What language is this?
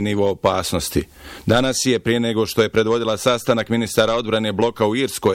Bosnian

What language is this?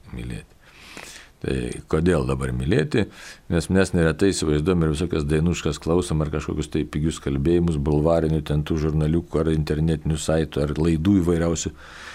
Lithuanian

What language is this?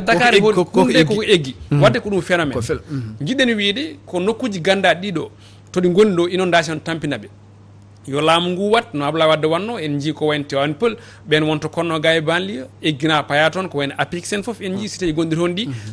Fula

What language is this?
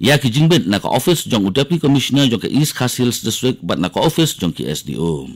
Khasi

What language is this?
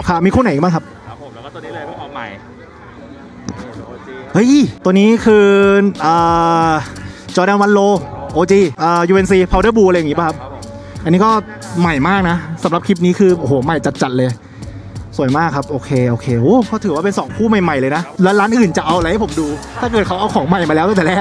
Thai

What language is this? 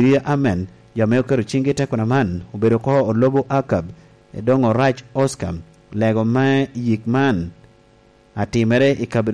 Lango (Uganda)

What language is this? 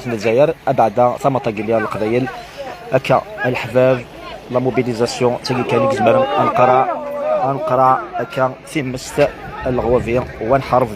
Kabyle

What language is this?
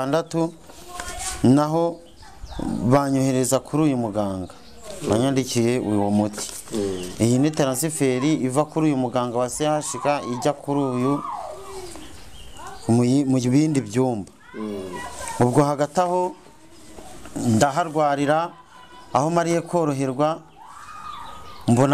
Kinyarwanda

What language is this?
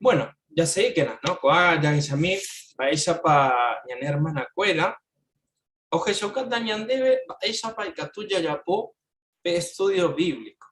Guarani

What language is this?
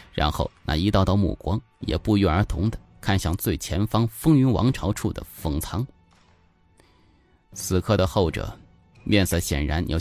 Chinese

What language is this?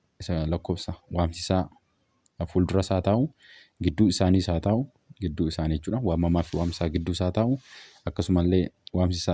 Oromo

